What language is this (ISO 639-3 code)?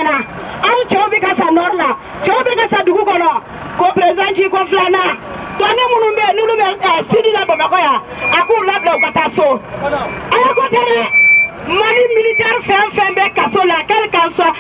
bam